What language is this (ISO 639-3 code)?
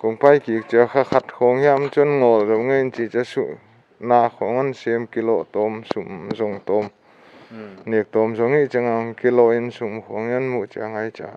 pck